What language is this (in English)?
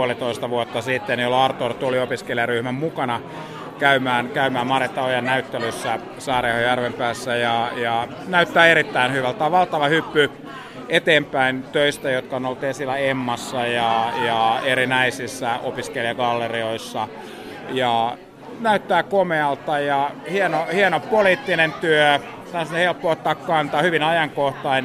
Finnish